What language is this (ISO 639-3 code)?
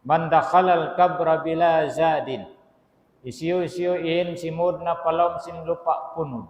tsg